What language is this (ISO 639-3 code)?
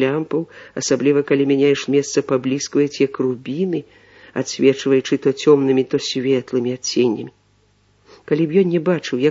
bel